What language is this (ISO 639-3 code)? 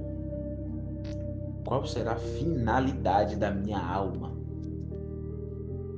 por